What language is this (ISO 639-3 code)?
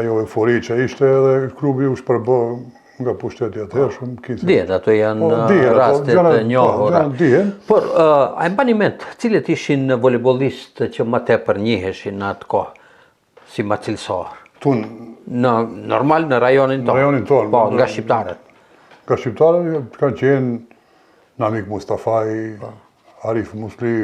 sqi